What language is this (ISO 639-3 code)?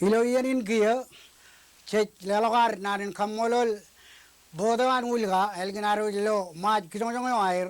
mah